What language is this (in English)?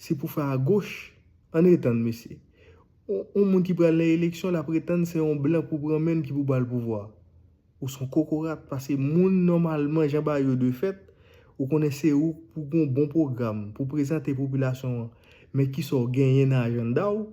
Haitian Creole